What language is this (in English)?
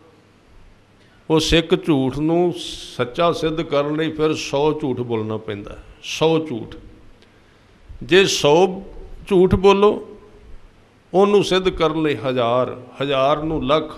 Punjabi